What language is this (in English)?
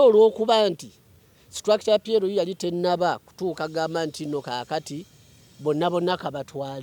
Ganda